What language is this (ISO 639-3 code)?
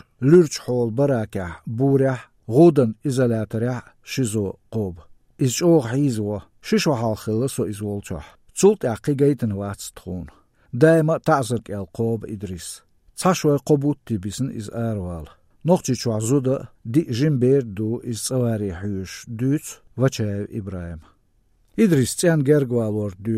che